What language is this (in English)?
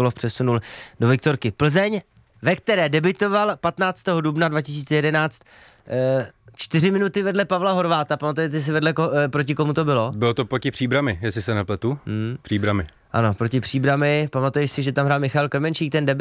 Czech